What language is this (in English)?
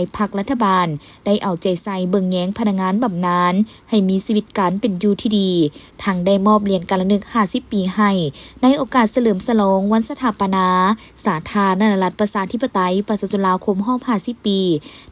Lao